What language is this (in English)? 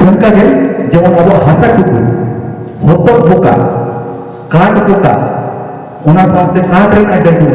Santali